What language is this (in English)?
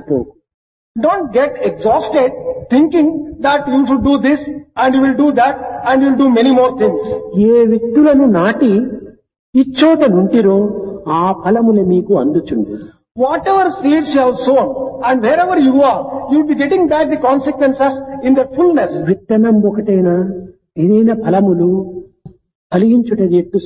Telugu